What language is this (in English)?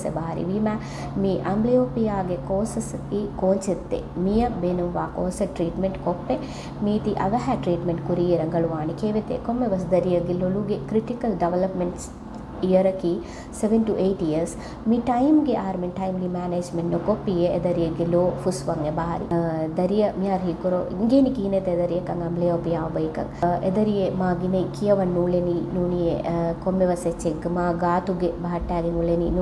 Divehi